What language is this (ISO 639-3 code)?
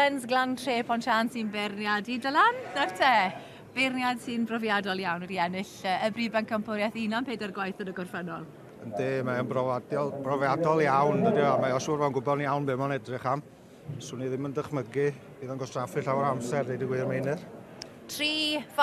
cym